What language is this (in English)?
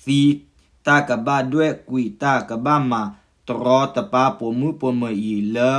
S'gaw Karen